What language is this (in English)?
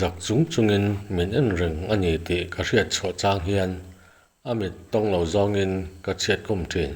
Mizo